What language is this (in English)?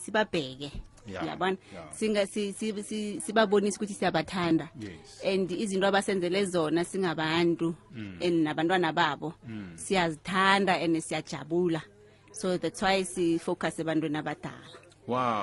South Ndebele